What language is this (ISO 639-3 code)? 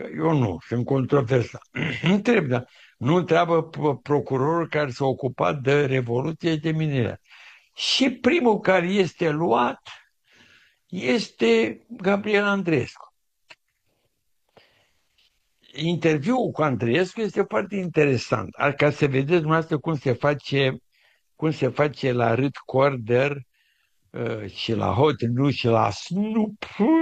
ron